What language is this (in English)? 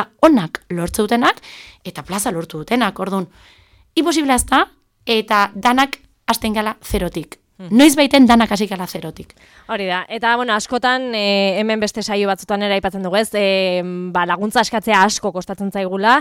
Basque